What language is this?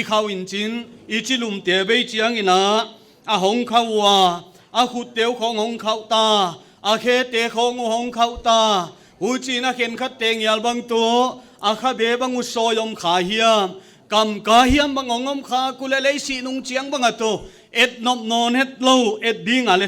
Paite Chin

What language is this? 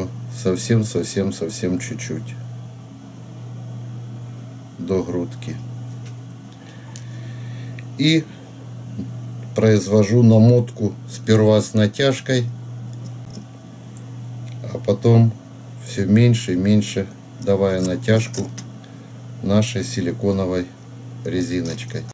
Russian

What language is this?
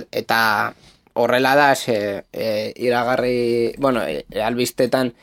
Basque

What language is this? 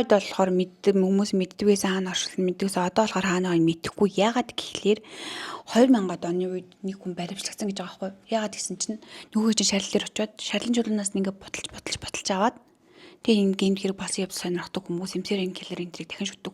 Mongolian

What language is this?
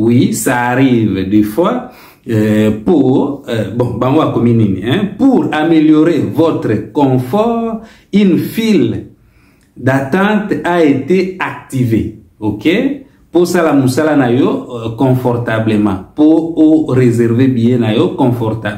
Lingala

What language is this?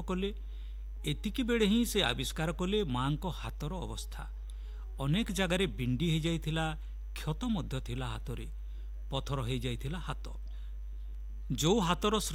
Odia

